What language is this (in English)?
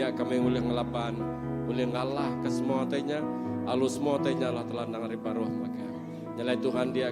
Iban